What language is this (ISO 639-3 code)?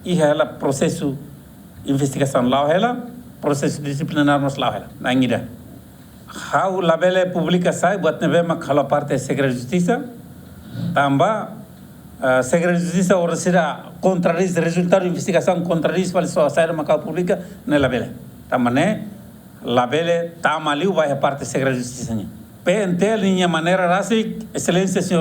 tet